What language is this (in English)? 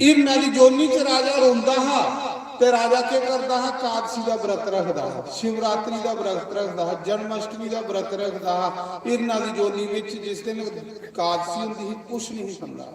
Dogri